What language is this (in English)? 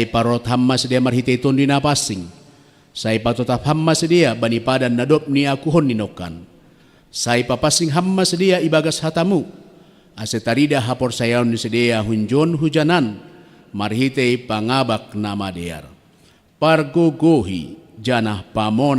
Batak Simalungun